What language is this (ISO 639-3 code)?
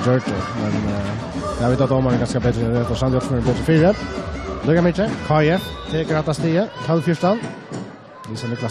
fao